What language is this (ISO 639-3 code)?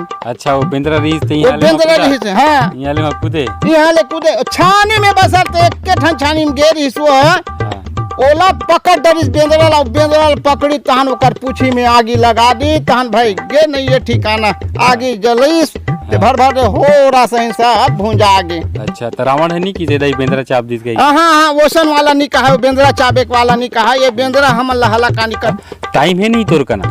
hne